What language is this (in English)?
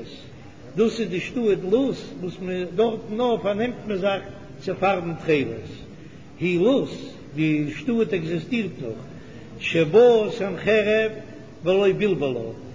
Yiddish